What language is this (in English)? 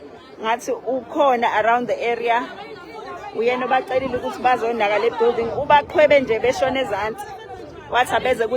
Zulu